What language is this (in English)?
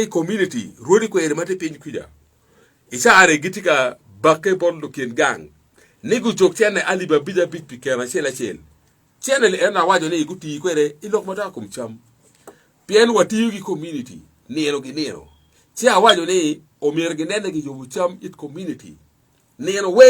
Acoli